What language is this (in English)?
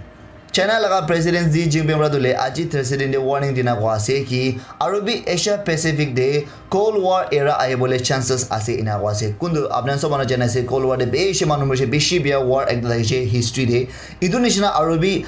Naga Pidgin